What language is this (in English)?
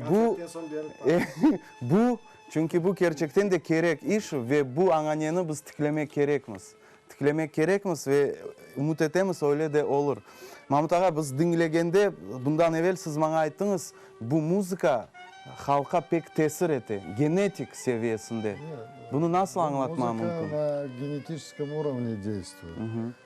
Crimean Tatar